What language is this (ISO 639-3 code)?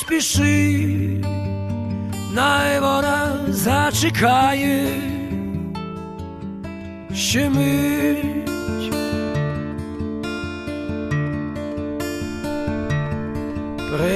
ukr